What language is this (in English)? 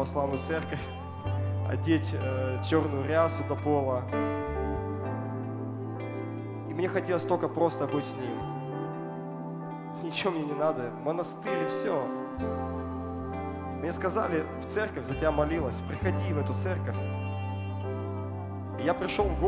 Russian